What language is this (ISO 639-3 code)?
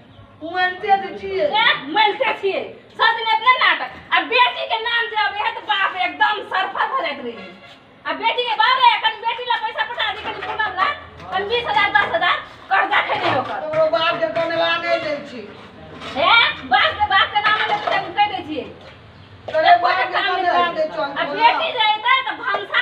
mai